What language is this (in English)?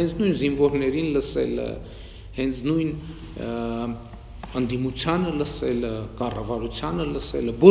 Armenian